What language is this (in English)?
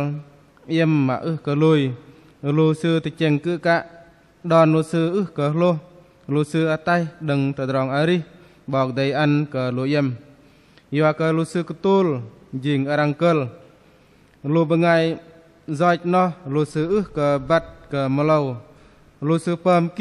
Bahnar